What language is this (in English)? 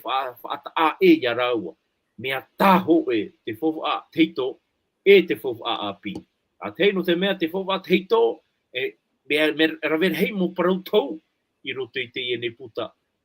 Tahitian